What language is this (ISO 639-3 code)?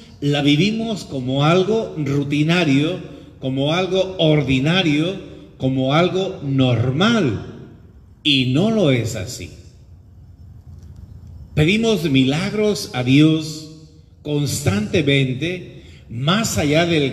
spa